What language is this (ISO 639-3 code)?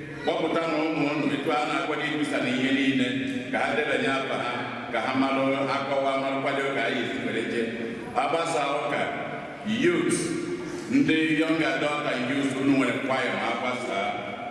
ibo